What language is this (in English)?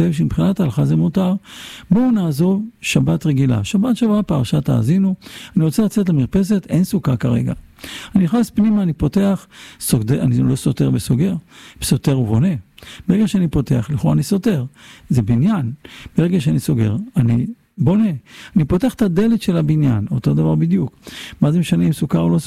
Hebrew